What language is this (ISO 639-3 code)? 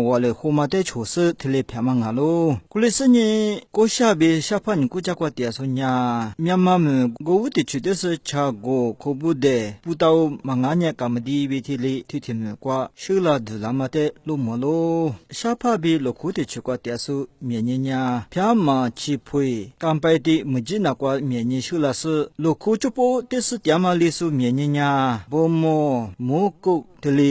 lis